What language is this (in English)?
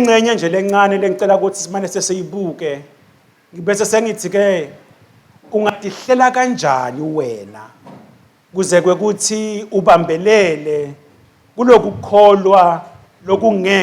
Swati